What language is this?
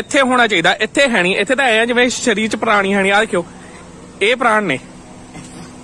Punjabi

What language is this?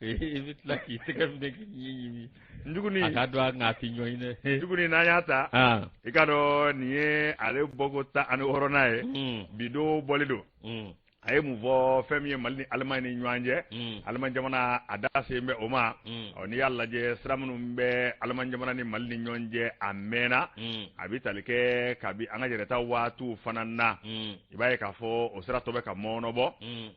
Bambara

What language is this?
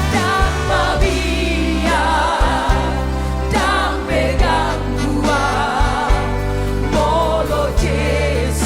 Batak Toba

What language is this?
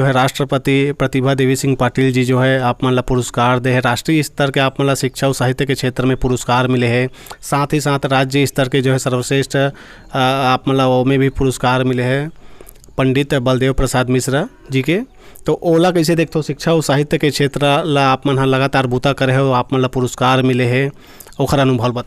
Chhattisgarhi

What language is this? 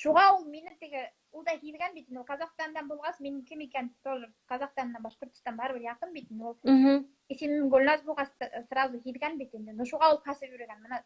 Bashkir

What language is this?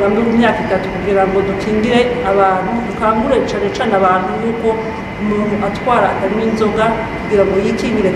Rundi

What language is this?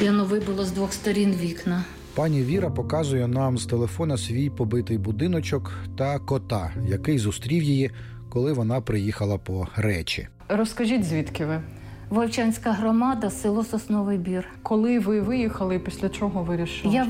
Ukrainian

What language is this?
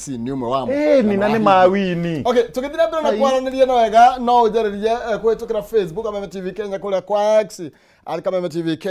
Kikuyu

